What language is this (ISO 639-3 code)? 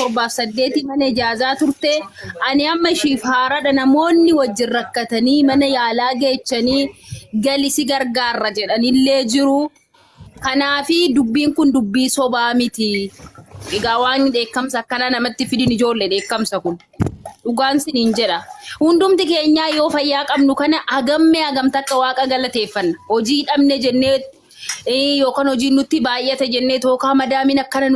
orm